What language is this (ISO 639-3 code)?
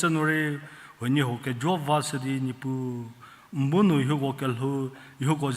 njm